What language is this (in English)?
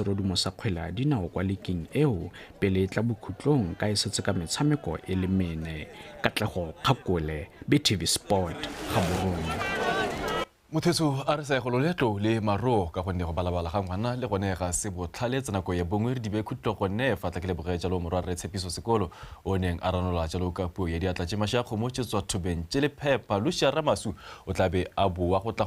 Tswana